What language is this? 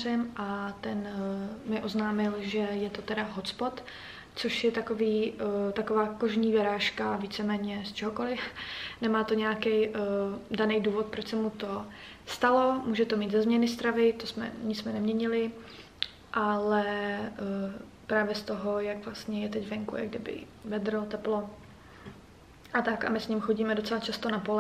Czech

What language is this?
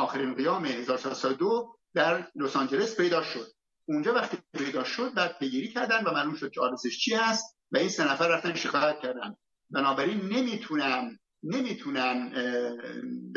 Persian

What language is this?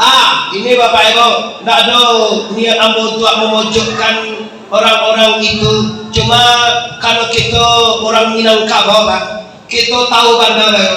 Minangkabau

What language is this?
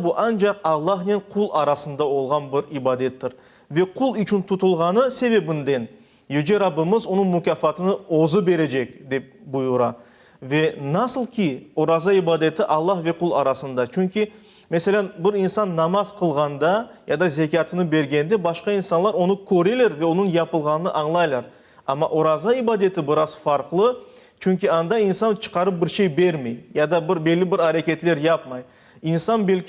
Crimean Tatar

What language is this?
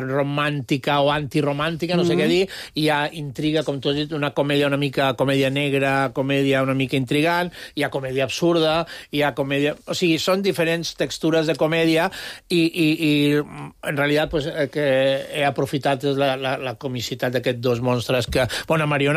Catalan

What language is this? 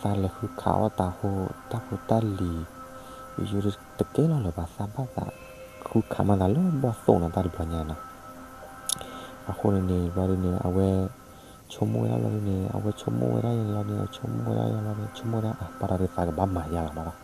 S'gaw Karen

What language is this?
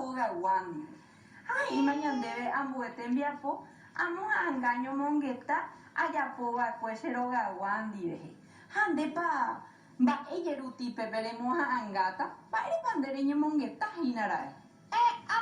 Guarani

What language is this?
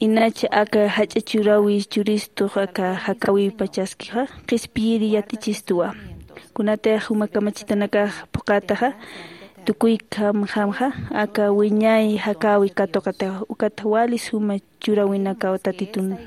Aymara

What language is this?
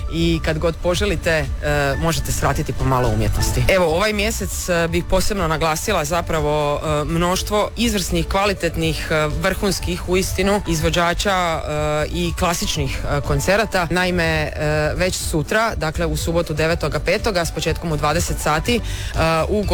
Croatian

